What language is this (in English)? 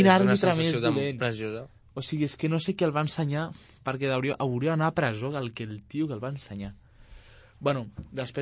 Catalan